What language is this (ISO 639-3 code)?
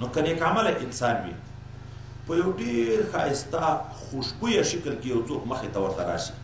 pus